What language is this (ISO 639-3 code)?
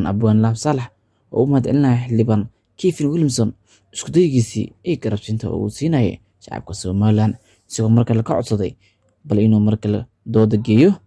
som